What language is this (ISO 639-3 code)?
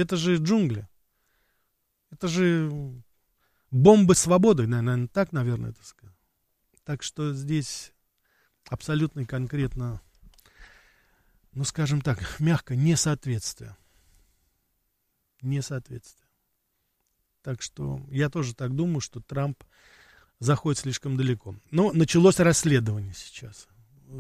rus